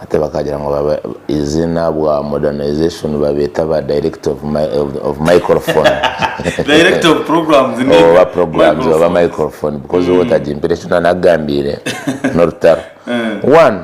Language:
Nyankole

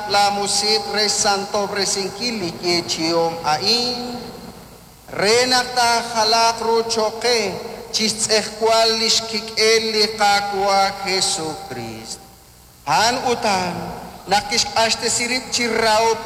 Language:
Kekchí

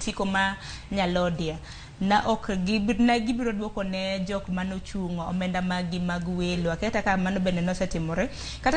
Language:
Luo (Kenya and Tanzania)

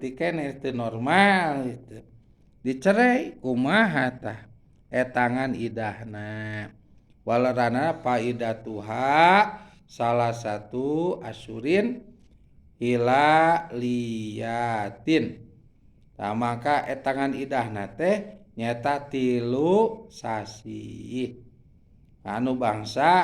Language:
Sundanese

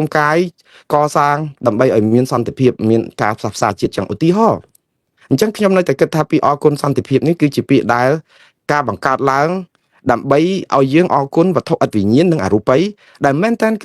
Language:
Khmer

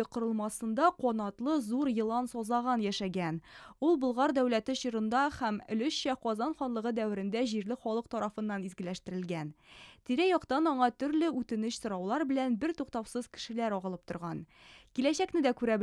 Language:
Tatar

